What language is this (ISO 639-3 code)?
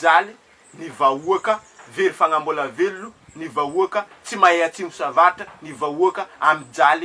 mlg